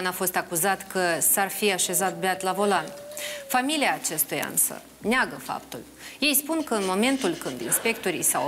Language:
Romanian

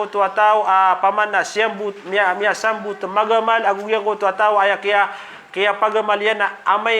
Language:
Maranao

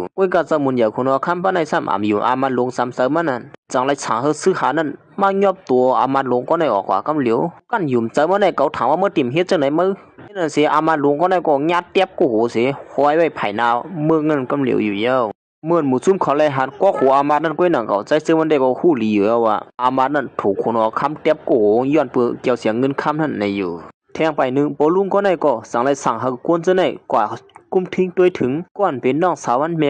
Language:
Shan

